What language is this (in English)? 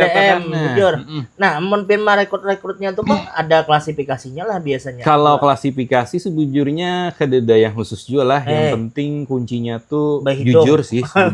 Banjar